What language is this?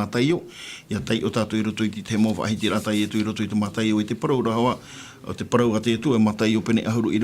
Tahitian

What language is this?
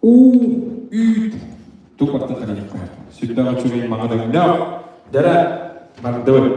Yakut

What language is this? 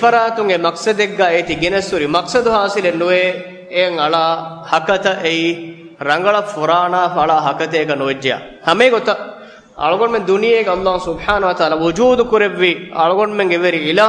Divehi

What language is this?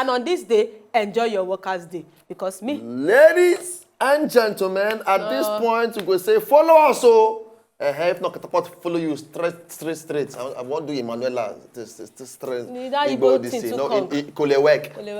Nigerian Pidgin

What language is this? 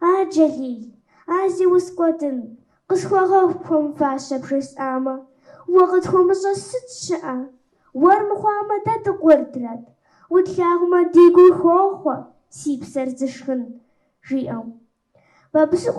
Kabardian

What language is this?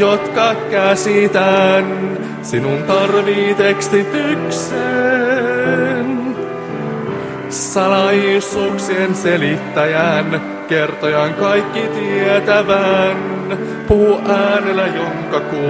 Finnish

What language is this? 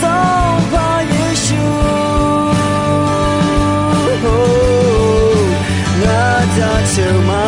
Akha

